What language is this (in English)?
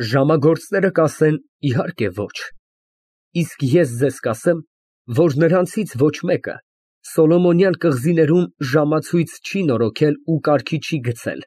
Armenian